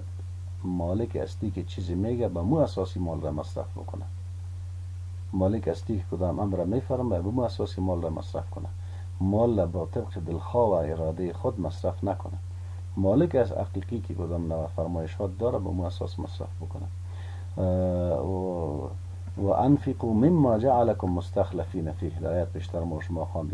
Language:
Persian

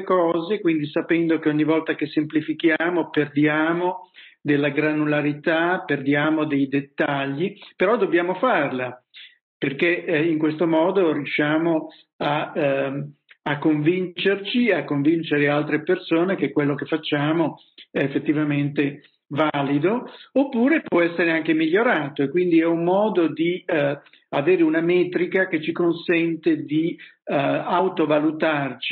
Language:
Italian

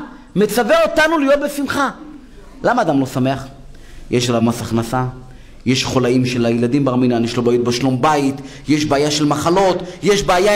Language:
Hebrew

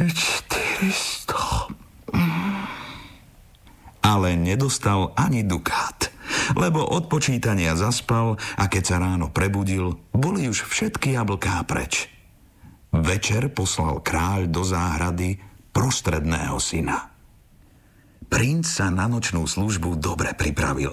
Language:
Slovak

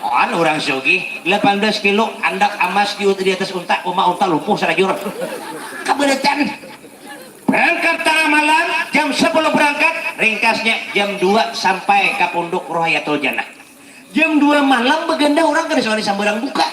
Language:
Banjar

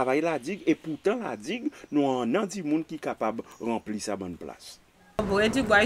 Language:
Seselwa Creole French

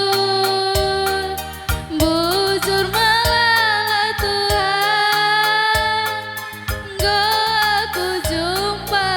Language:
Batak Karo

